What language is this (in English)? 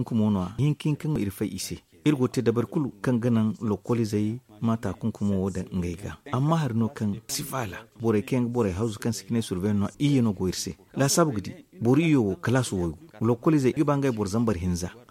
Zarma